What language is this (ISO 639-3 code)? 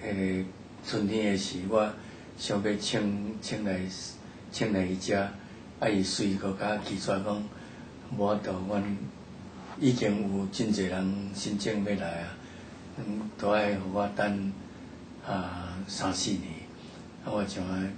nan